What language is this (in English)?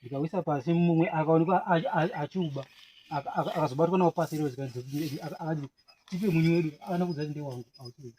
Shona